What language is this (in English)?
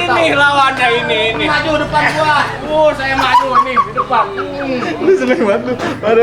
Betawi